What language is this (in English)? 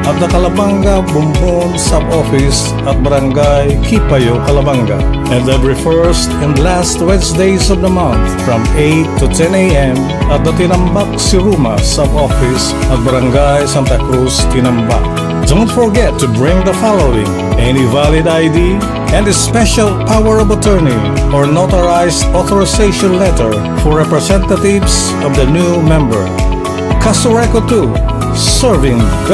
Bikol